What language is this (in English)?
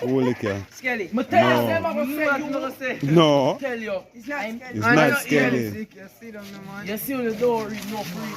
Jamaican Creole English